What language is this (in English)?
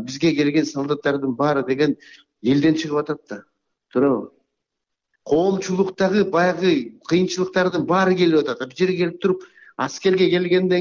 Kyrgyz